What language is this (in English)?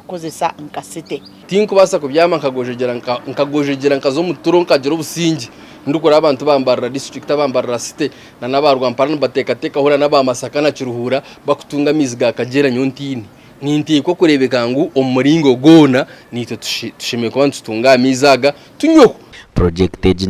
Nyankole